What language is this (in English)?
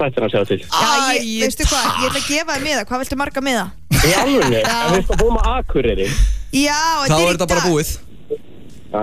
Icelandic